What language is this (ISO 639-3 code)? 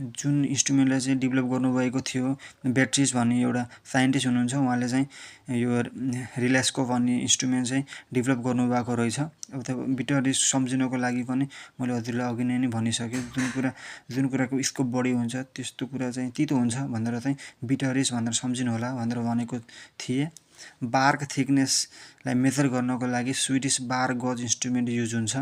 nep